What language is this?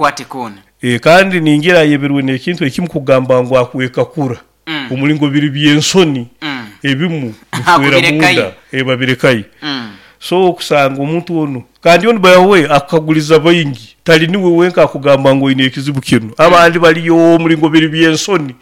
Nyoro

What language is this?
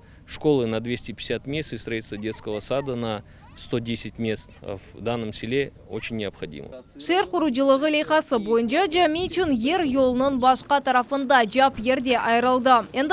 Crimean Tatar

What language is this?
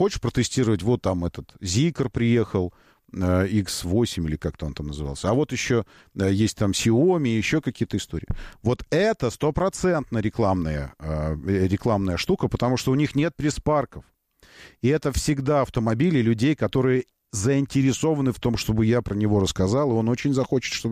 Russian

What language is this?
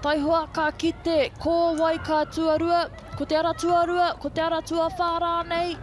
Māori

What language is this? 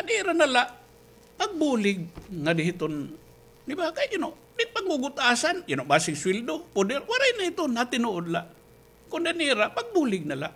Waray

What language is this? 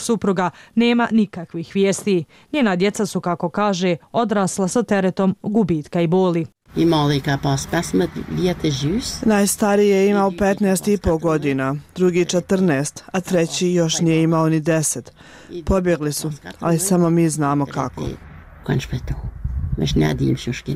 Bosnian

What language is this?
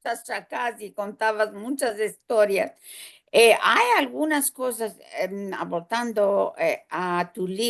Ladino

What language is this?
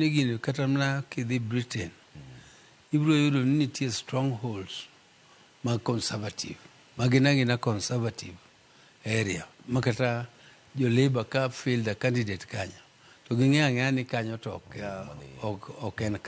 Luo (Kenya and Tanzania)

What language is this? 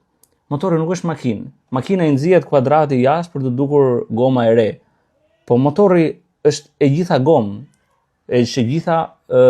Albanian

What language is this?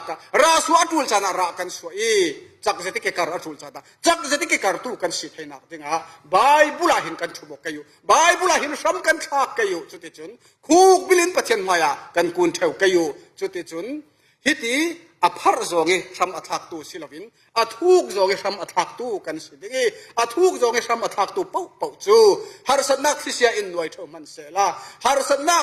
Falam Chin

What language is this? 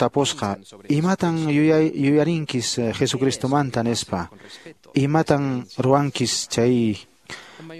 Quechua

